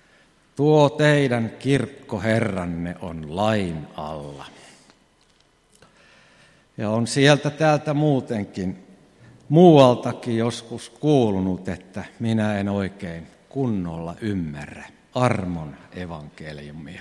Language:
Finnish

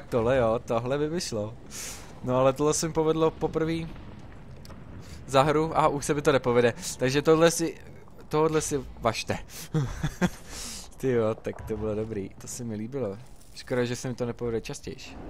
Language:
Czech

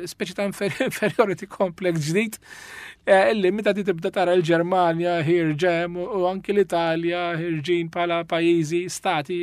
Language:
Maltese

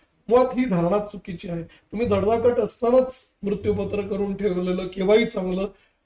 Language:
Marathi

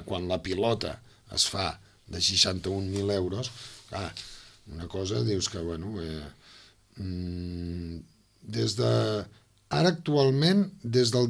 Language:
Catalan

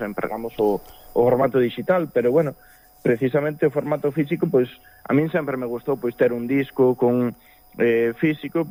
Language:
Galician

